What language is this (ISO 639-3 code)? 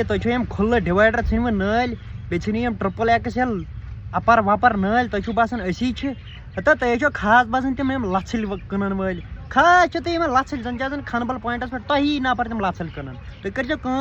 kas